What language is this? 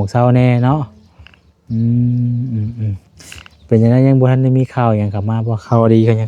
Lao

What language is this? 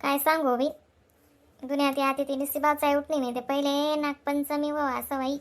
Khandesi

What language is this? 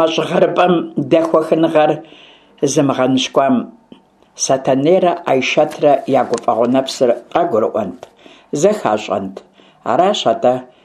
Kabardian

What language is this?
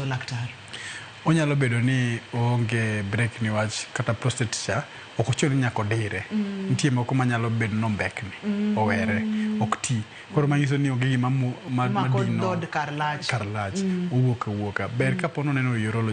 Luo (Kenya and Tanzania)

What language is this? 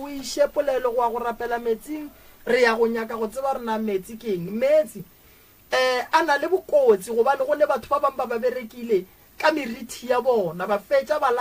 Northern Sotho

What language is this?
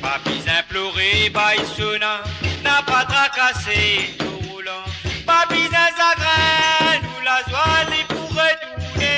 Morisyen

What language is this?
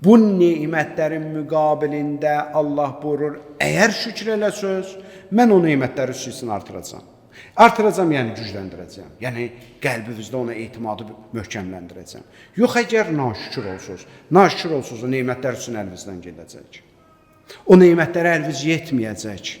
Azerbaijani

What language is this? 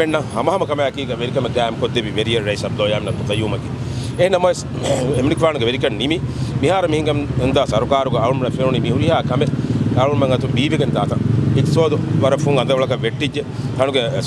Divehi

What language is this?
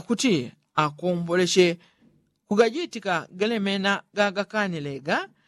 Yao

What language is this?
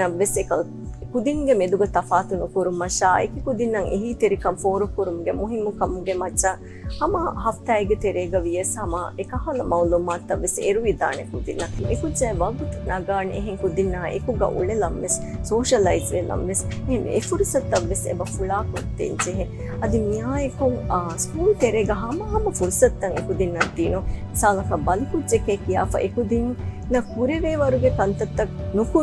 Divehi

